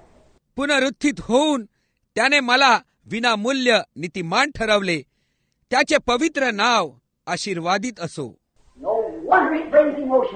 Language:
Marathi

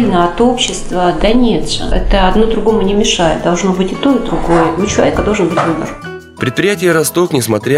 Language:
Russian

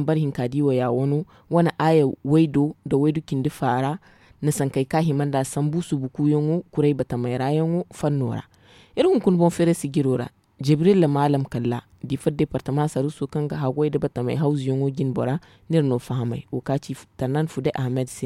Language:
Zarma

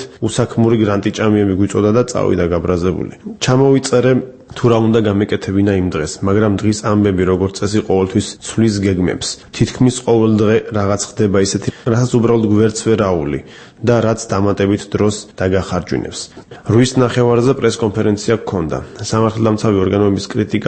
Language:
Georgian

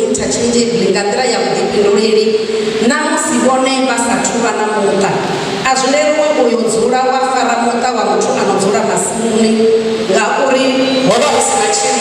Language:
Venda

